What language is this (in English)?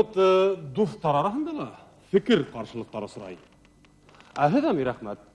Bashkir